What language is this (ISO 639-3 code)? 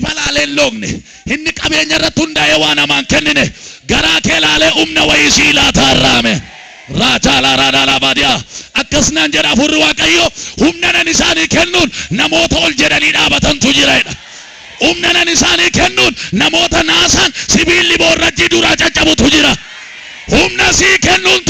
orm